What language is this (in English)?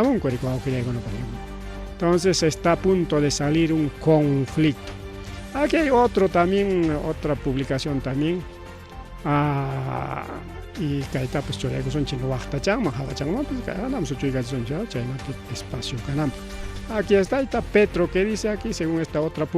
Ayacucho Quechua